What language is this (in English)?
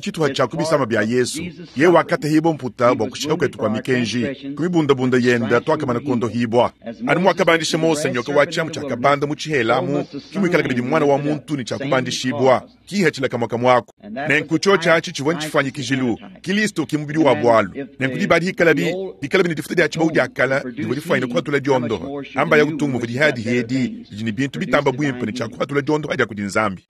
Luba-Lulua